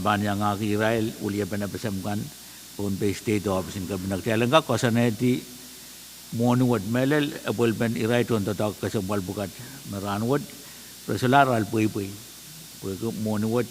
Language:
Pohnpeian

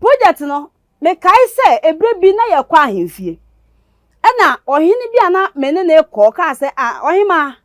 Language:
Akan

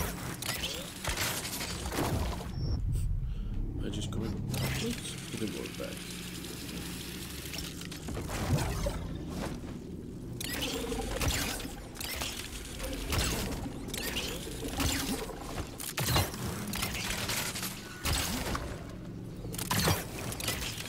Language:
English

